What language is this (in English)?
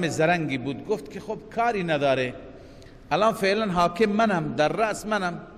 Persian